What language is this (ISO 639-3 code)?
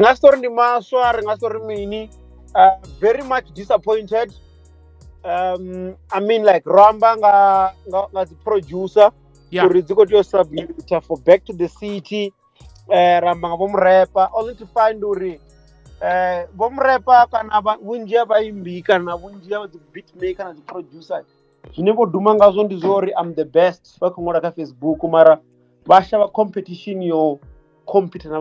ven